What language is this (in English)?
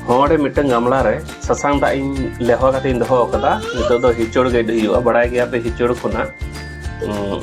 Santali